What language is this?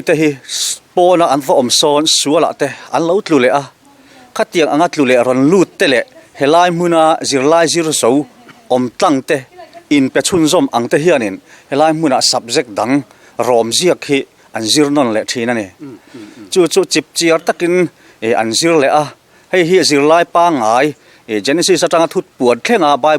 Mizo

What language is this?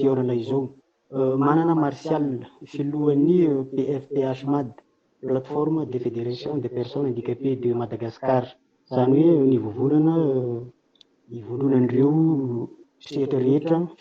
Malagasy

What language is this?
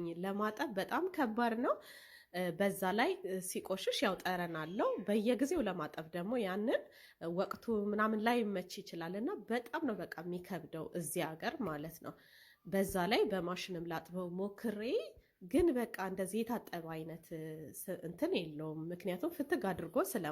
Amharic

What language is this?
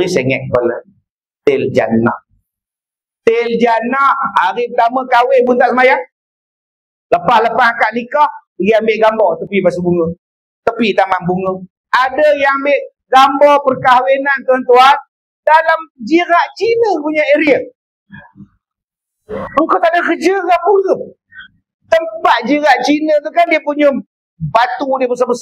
Malay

